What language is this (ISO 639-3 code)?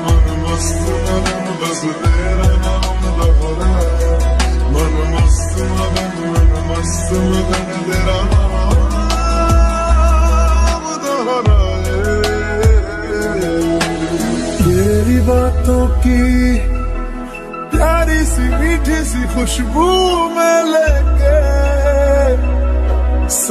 hin